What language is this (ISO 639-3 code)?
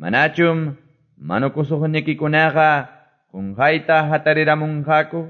que